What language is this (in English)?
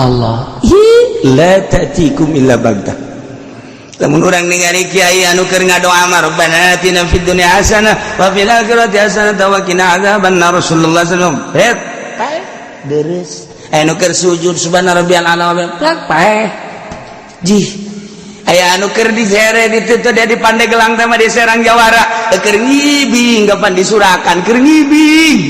Sundanese